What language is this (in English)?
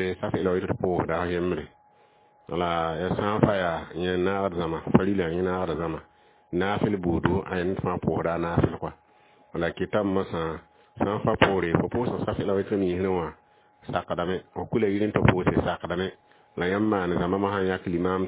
Mossi